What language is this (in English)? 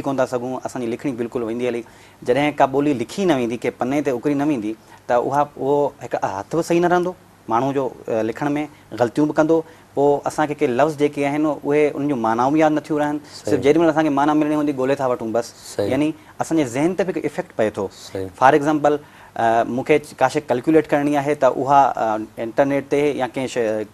Sindhi